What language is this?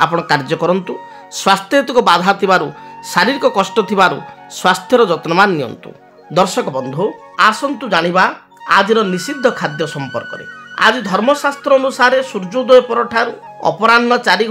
Odia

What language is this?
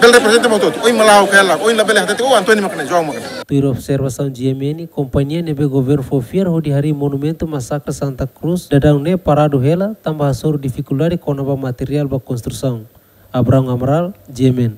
Tetum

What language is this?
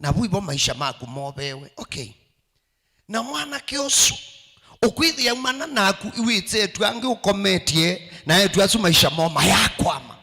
Kamba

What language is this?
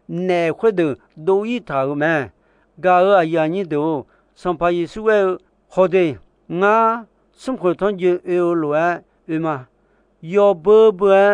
Akha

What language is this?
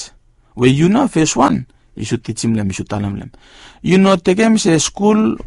Bislama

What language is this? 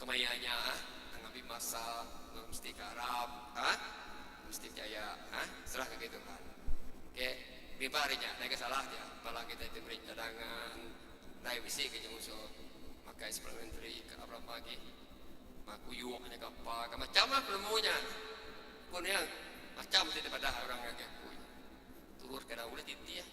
Iban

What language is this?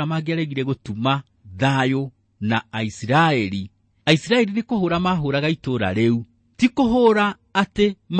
Kikuyu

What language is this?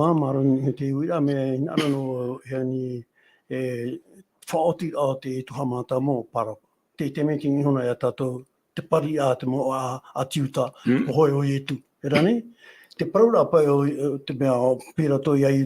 Tahitian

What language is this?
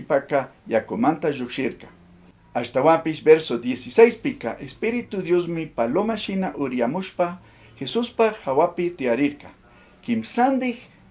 Chimborazo Highland Quichua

